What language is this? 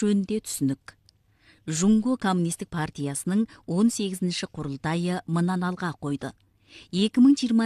Kazakh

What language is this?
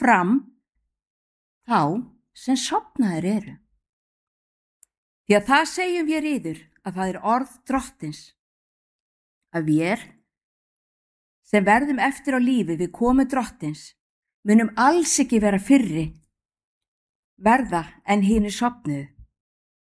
Icelandic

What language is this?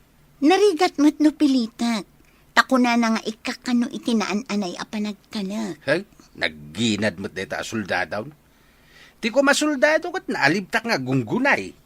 Iloko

